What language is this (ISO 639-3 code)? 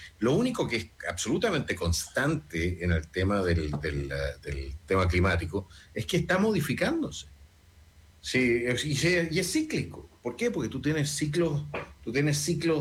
spa